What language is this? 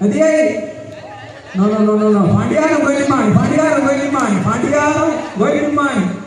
Divehi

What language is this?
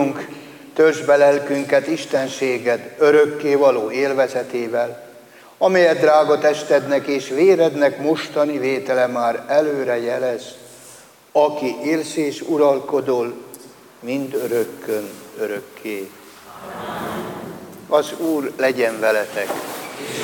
Hungarian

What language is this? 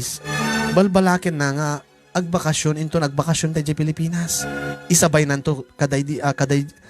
Iloko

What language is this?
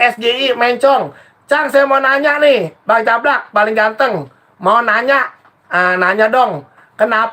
Betawi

